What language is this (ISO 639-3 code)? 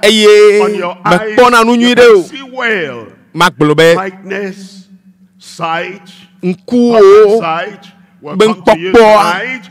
ewe